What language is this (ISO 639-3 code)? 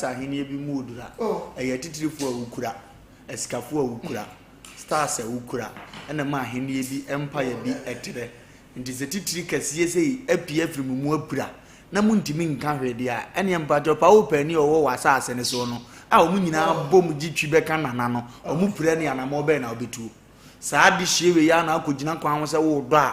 aka